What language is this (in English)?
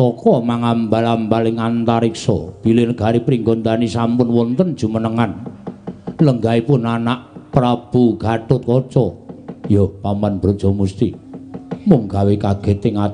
Javanese